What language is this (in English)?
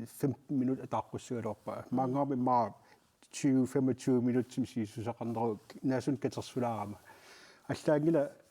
Kalaallisut